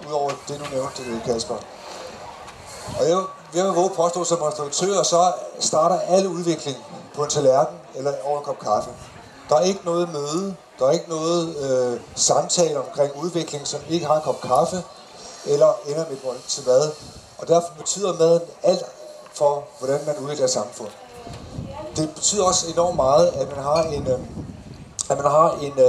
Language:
Danish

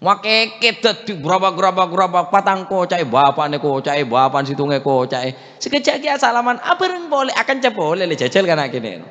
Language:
Madurese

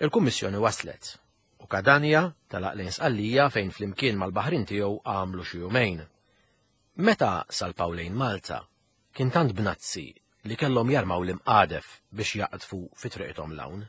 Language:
Maltese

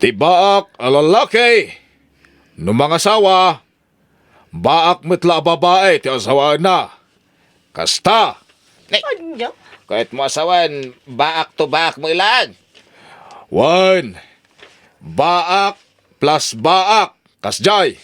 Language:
Iloko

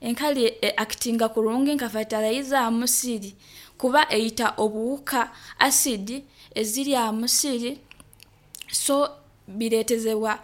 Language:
Nyoro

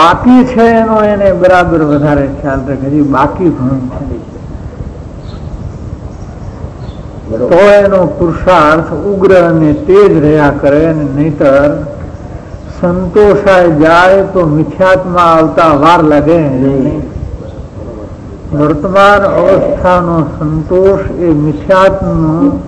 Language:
Gujarati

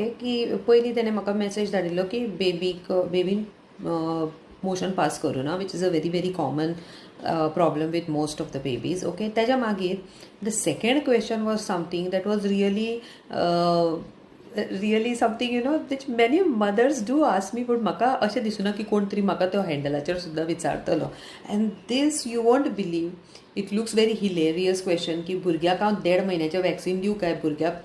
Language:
Konkani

